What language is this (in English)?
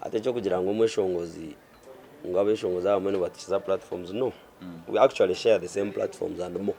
Nyankole